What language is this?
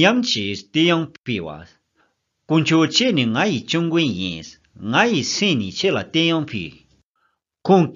Tibetan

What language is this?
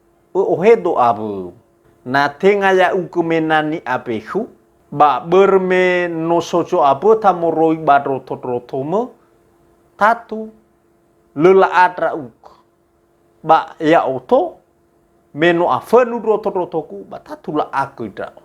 Nias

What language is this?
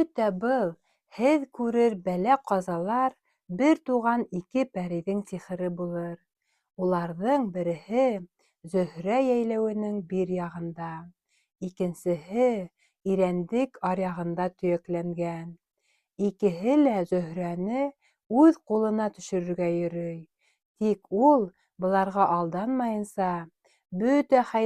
Bashkir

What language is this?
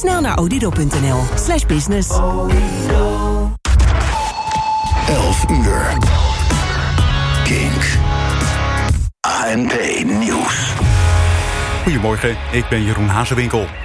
Dutch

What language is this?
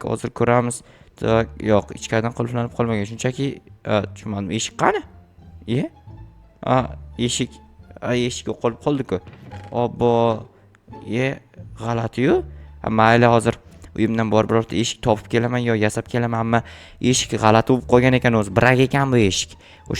Uzbek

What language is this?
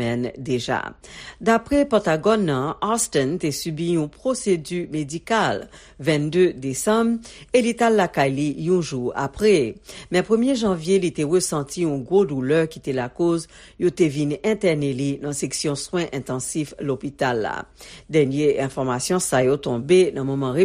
Haitian Creole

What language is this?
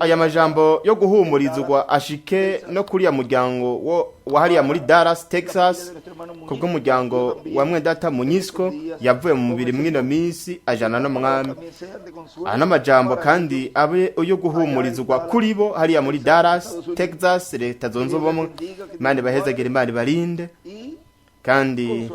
Rundi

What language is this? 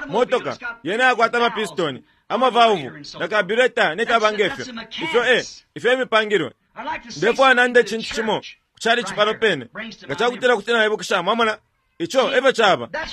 Bemba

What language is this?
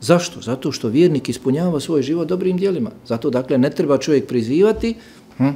Bosnian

